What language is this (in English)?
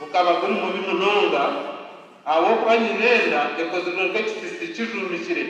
Nyankole